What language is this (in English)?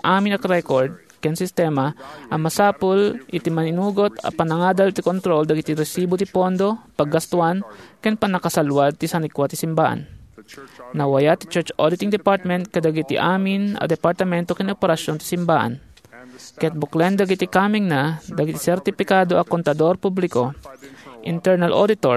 Iloko